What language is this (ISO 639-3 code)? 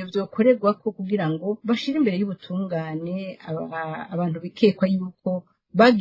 run